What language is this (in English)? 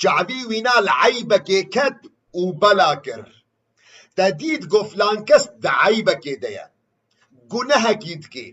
Kurdish